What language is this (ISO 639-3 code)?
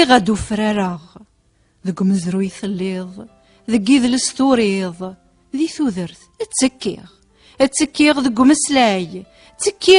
kab